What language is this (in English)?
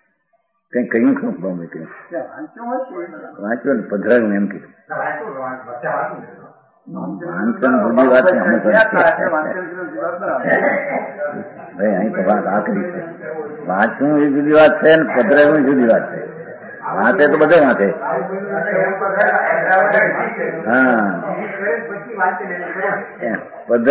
Gujarati